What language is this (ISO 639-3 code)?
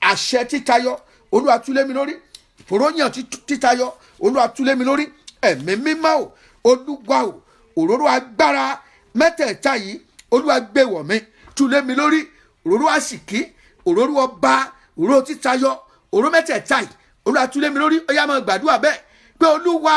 yor